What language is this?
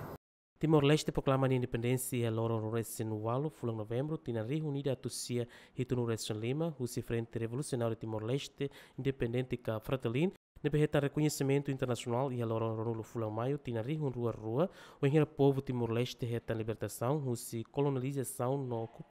Tetum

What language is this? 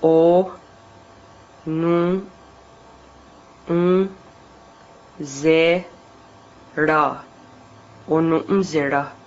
Mohawk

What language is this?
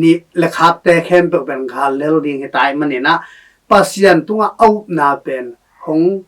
Tedim Chin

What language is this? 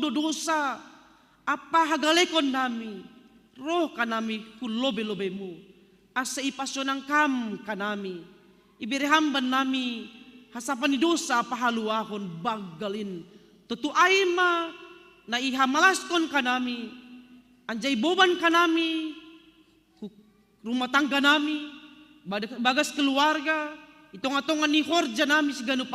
Batak Simalungun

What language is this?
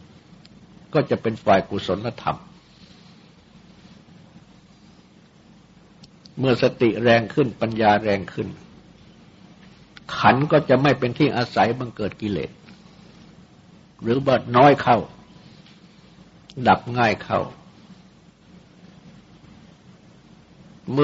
Thai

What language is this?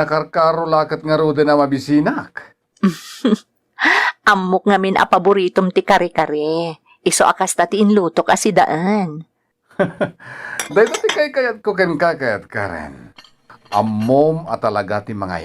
Iloko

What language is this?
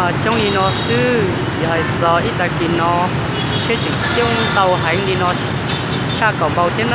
Hmong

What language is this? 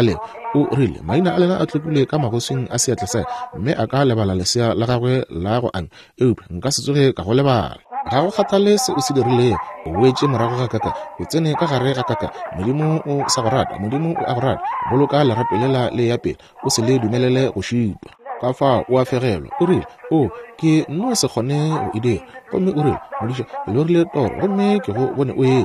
Northern Sotho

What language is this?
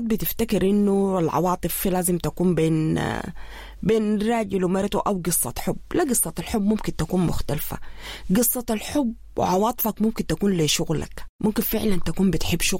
Sudanese Arabic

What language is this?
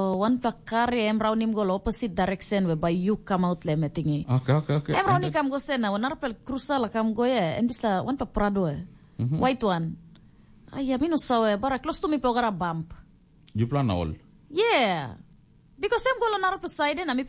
Tok Pisin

